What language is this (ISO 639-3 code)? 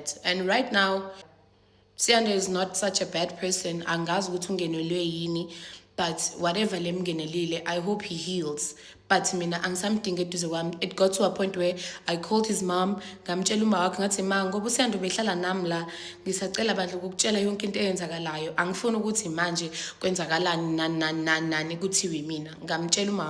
zul